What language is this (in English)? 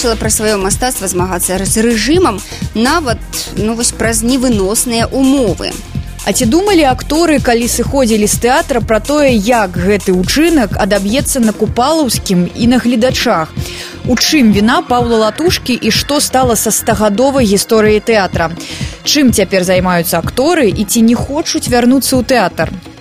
Belarusian